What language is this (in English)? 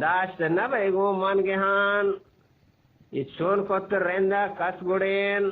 Eastern Balochi